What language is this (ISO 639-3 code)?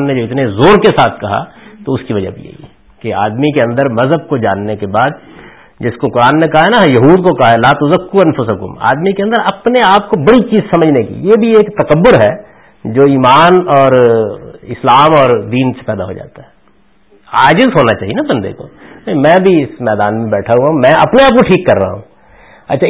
urd